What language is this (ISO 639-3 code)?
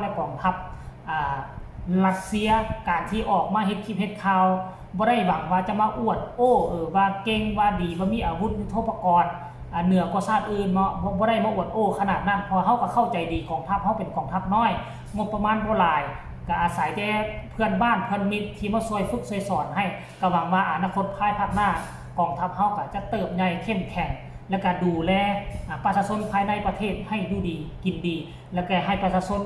lao